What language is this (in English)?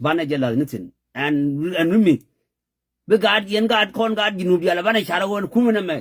Nuer